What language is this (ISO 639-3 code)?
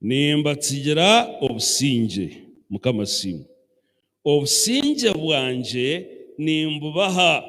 nyn